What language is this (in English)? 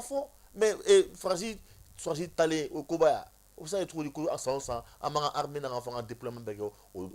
Bambara